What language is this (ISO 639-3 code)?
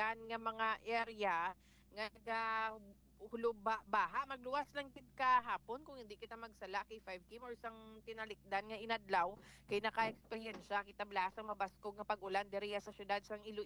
hil